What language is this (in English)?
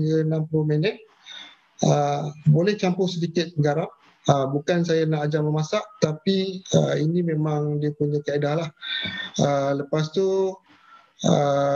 Malay